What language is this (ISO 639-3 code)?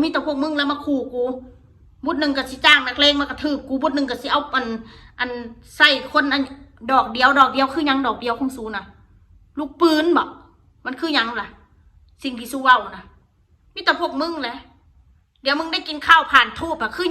tts